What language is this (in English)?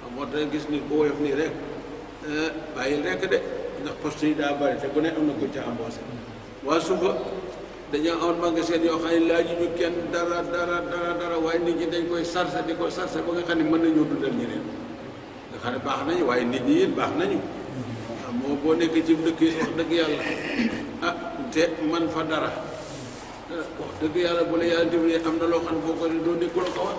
Wolof